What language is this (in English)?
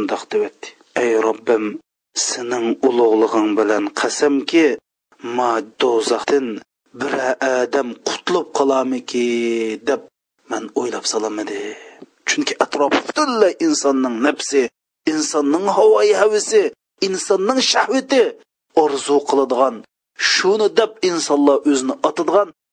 Uyghur